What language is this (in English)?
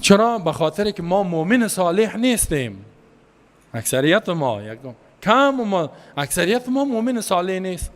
Persian